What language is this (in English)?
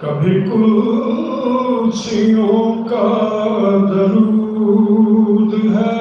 Saraiki